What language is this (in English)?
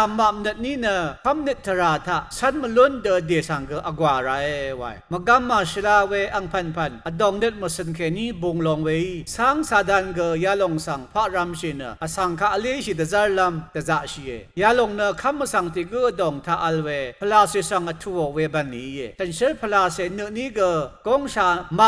Rawang